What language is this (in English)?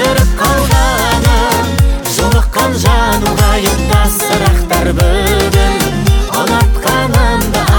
Kazakh